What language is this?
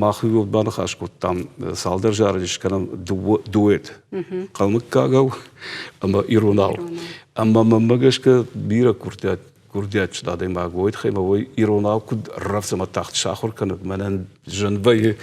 Ossetic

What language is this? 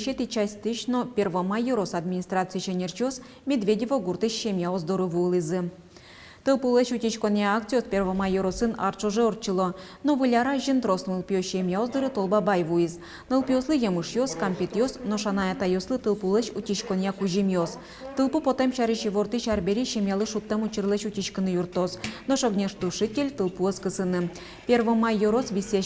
Udmurt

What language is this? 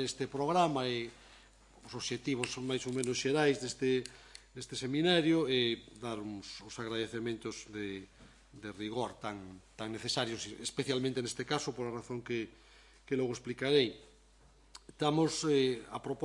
Galician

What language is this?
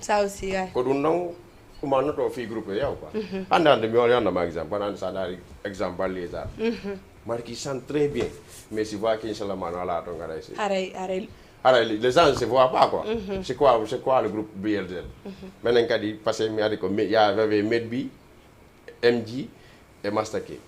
Fula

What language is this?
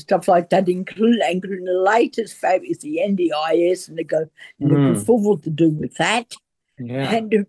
English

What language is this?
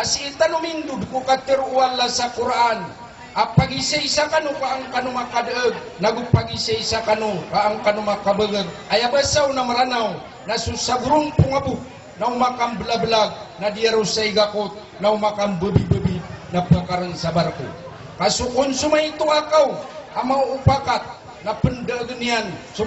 Maranao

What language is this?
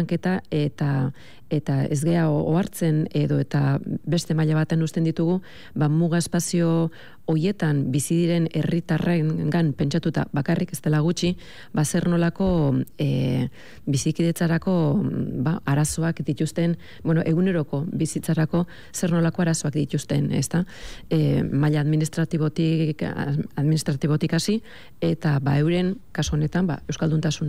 Basque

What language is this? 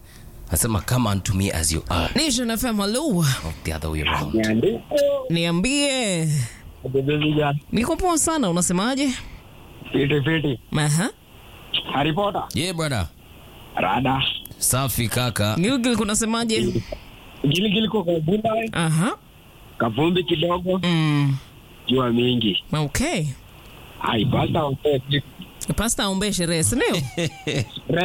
Swahili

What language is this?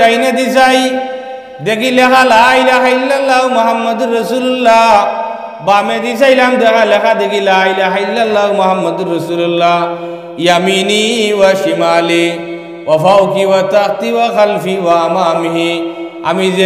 Sylheti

